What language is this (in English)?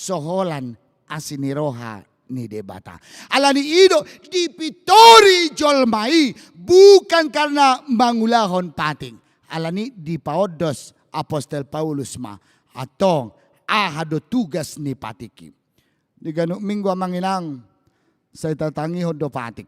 Batak Toba